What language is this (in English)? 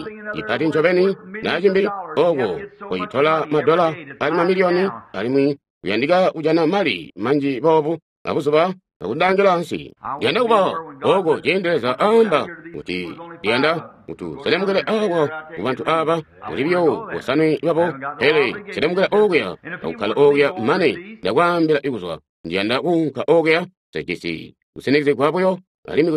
Tonga (Zambia)